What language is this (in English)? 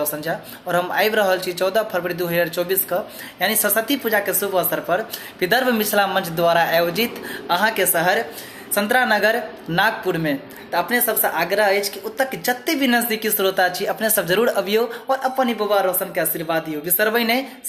Maithili